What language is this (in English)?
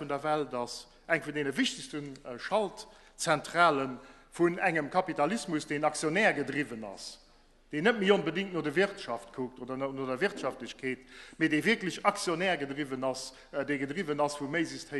Luxembourgish